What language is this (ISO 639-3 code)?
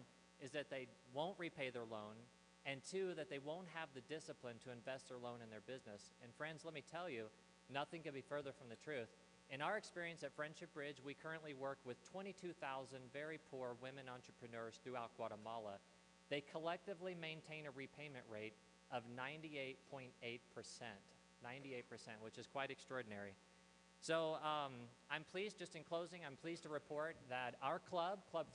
eng